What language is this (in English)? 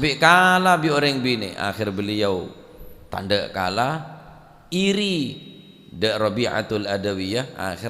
Madurese